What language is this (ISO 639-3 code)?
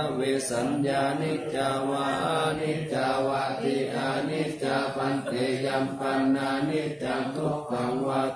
pli